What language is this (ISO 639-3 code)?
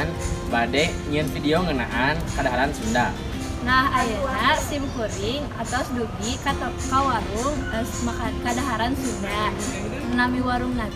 sun